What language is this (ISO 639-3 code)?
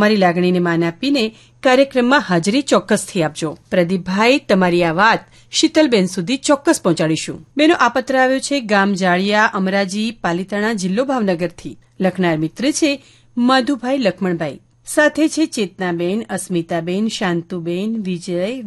guj